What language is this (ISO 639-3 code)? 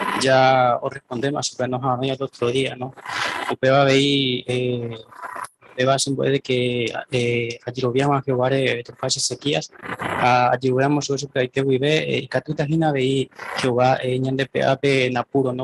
grn